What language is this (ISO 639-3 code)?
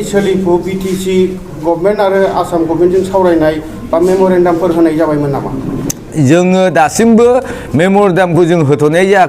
brx